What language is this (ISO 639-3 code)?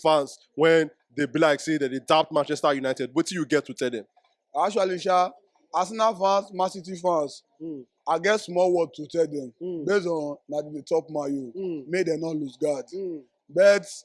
pcm